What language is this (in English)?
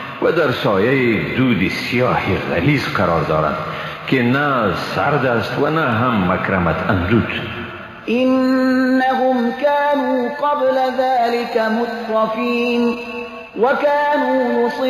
Persian